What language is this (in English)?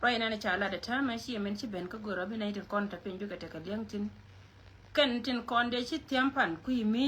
Nuer